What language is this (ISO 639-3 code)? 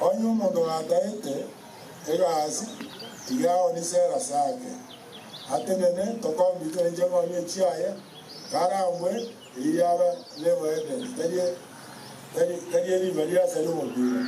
guz